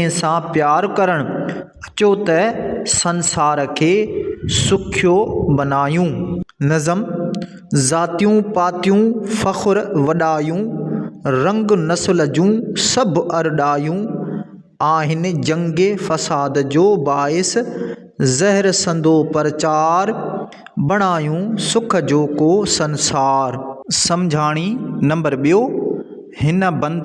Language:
Sindhi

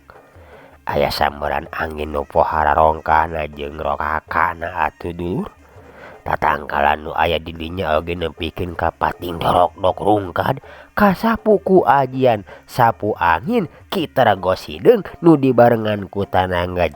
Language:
Sundanese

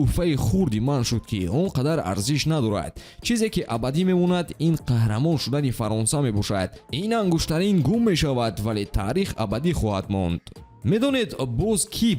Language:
Tajik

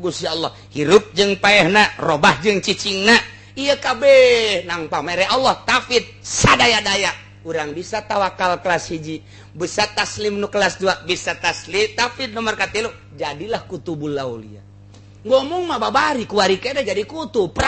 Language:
Sundanese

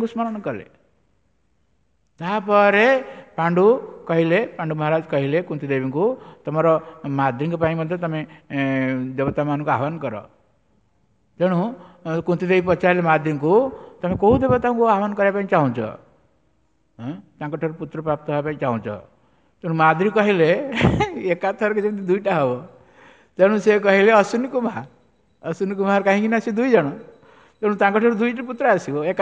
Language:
Odia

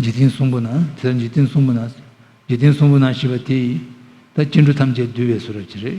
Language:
Tibetan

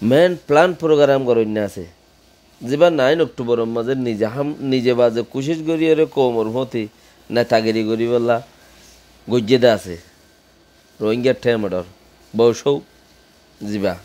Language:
Rohingya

